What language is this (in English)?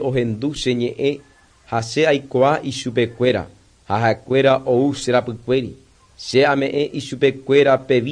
Guarani